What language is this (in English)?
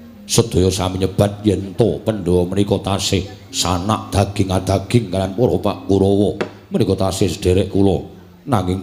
Javanese